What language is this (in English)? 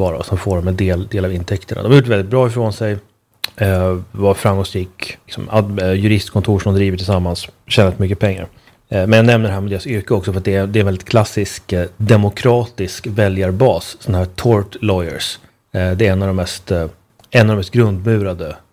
Swedish